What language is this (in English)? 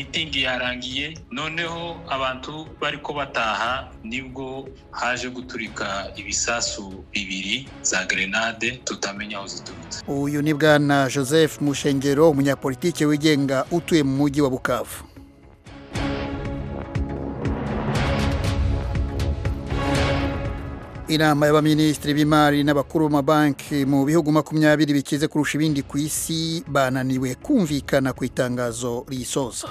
Kinyarwanda